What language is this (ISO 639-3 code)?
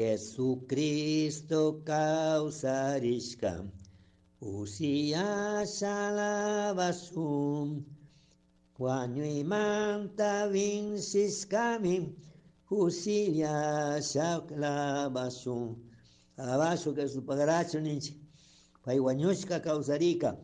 qug